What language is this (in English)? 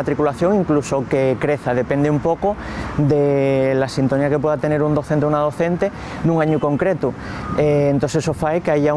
Asturian